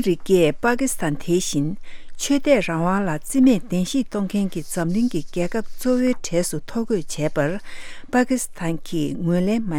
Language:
Tibetan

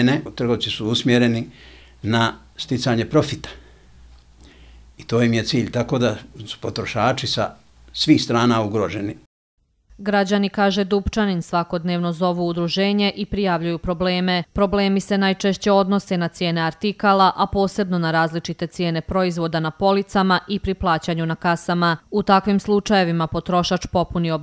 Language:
Bosnian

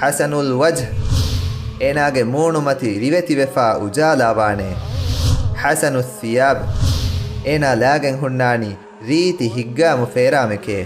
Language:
Divehi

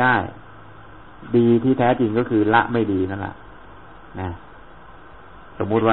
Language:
Thai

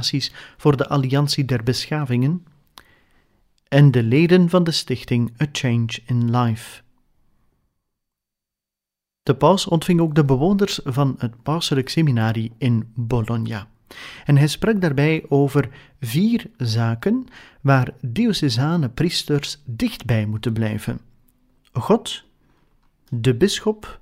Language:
Dutch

